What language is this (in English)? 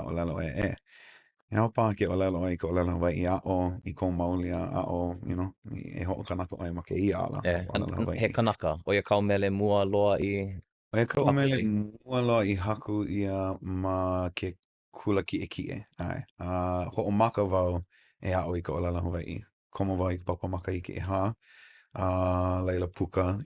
Hawaiian